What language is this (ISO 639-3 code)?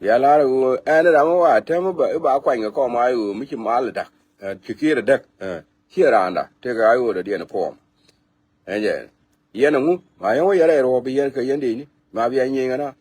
nus